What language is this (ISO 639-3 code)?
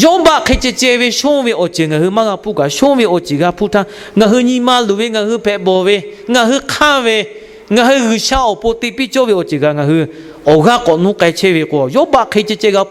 lhu